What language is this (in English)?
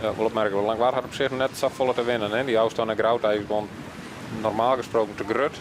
Western Frisian